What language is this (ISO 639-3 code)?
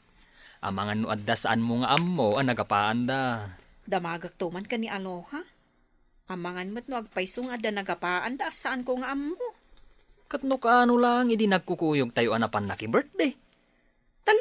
ilo